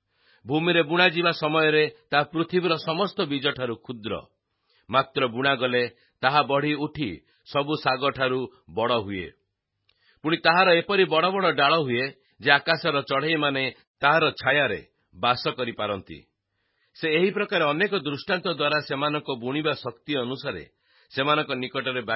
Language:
Odia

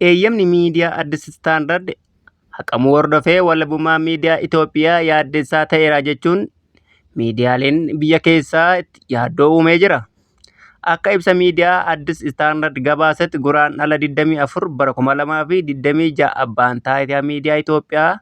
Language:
Oromo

